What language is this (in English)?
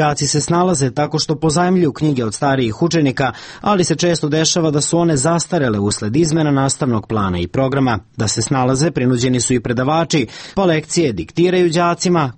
Serbian